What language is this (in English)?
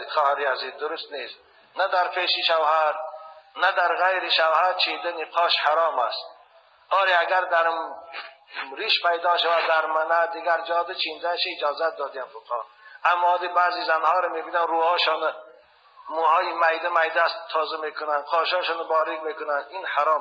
Tajik